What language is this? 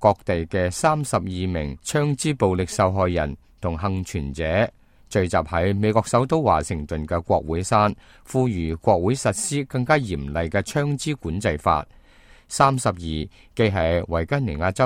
Cantonese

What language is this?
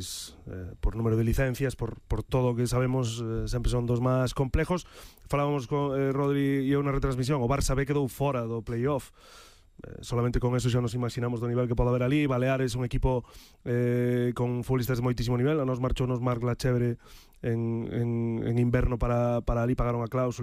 Galician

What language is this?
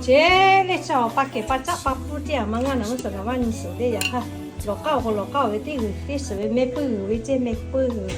Lahu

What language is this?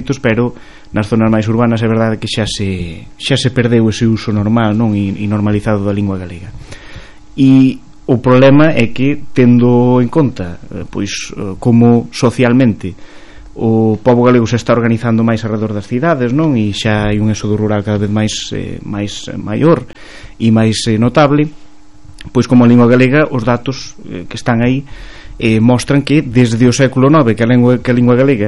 Galician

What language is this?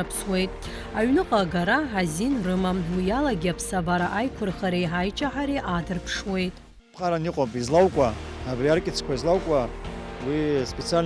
Abkhazian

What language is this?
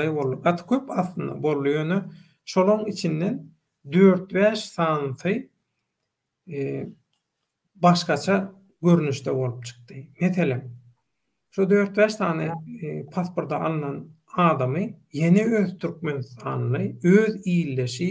Turkmen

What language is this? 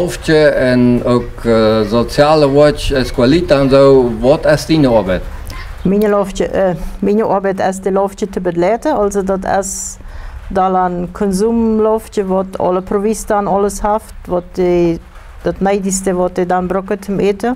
Plautdietsch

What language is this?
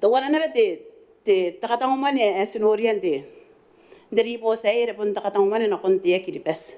Gilbertese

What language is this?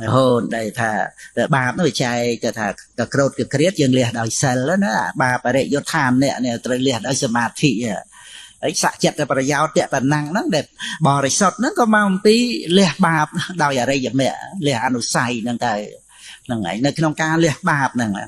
Khmer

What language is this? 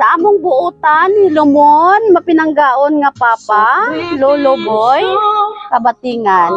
Cebuano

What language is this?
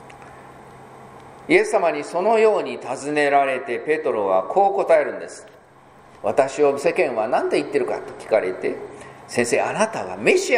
Japanese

